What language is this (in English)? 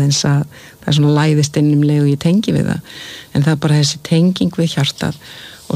Icelandic